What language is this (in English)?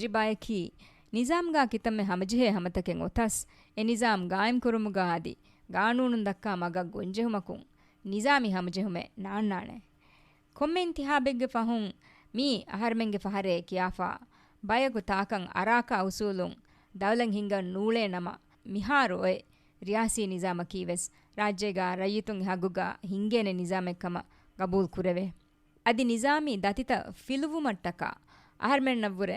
Divehi